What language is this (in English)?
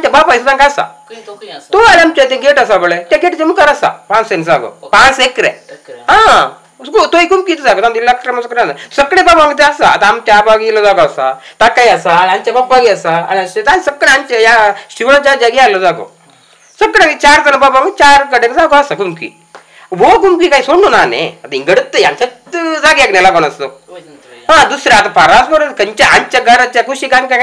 Konkani